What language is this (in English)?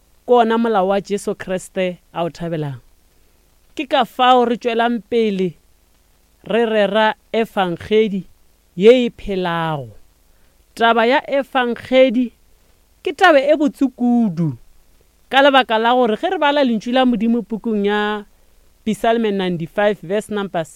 Northern Sotho